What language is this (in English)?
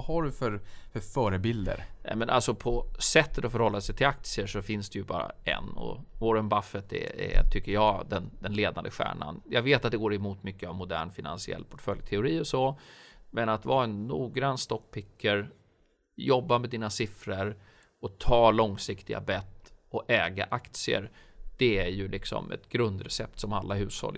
Swedish